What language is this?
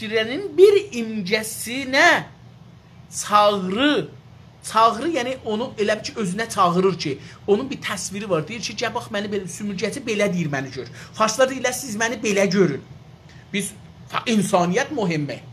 South Azerbaijani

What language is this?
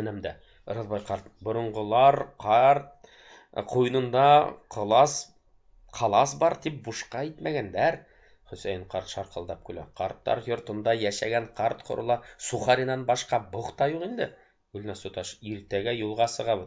Bashkir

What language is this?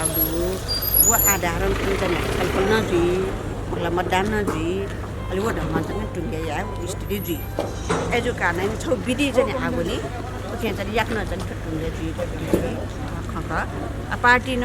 Newari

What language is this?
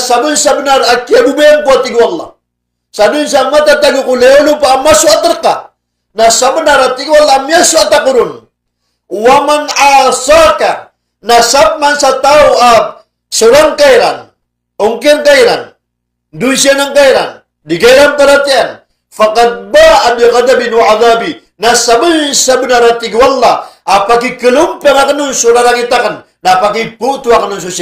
Maranao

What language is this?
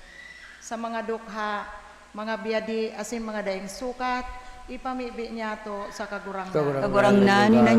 Bikol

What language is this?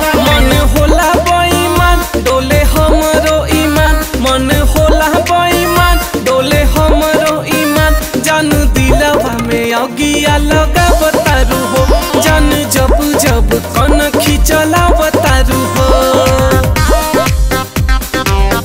Bhojpuri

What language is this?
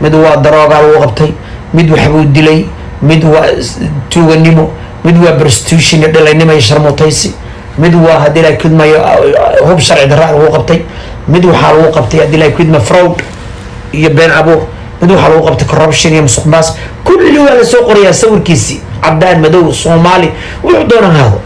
Somali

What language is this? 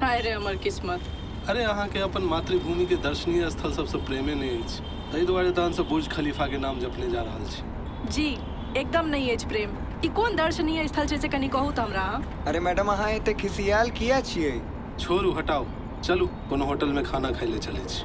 Maithili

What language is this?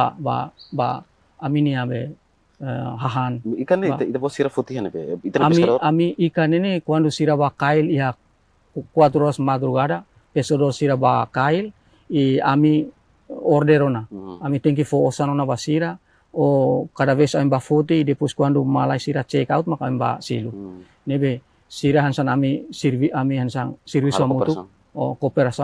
Tetum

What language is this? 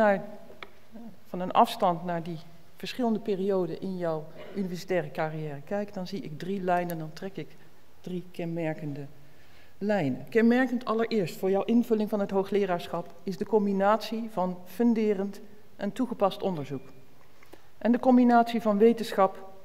Dutch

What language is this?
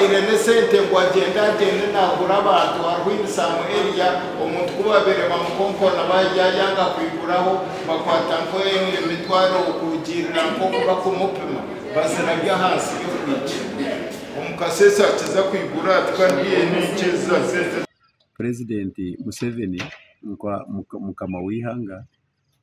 Nyankole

